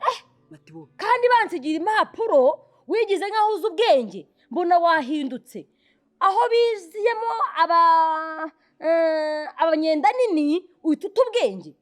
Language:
Kinyarwanda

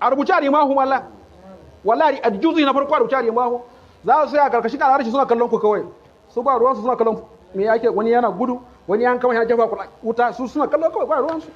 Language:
Hausa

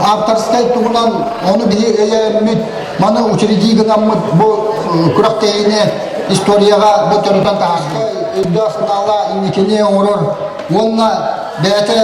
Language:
Yakut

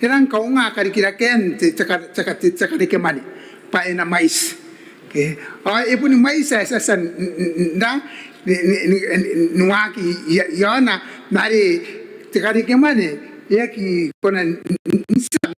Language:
Gilbertese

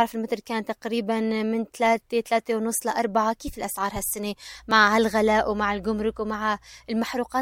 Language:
North Levantine Arabic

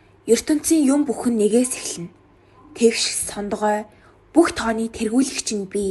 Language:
Mongolian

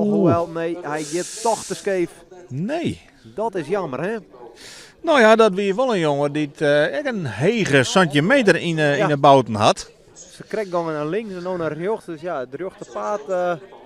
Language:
Western Frisian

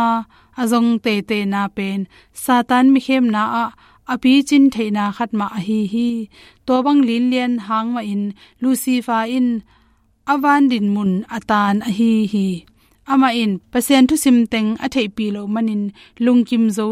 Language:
Tedim Chin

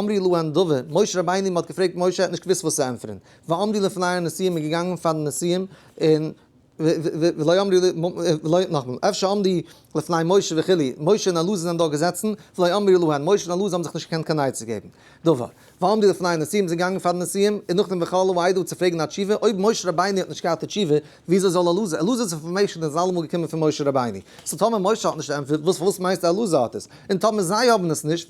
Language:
Yiddish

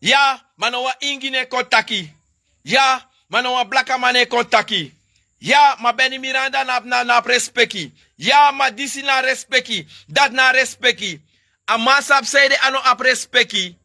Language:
Sranan Tongo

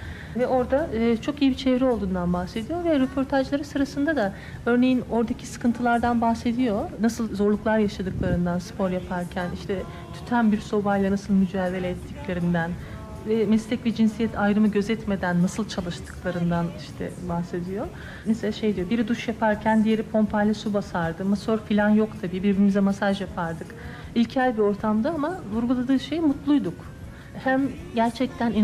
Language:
Turkish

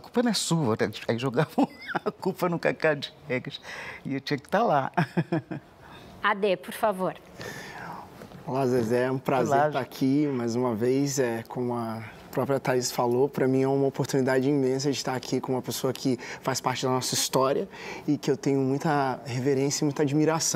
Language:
Portuguese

